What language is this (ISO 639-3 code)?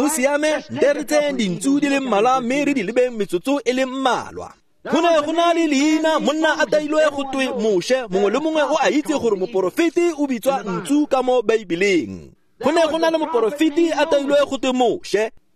tsn